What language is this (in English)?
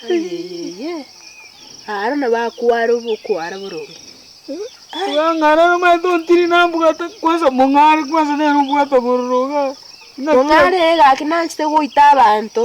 Gusii